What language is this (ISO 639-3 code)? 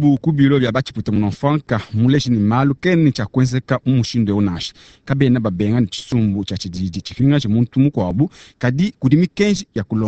lua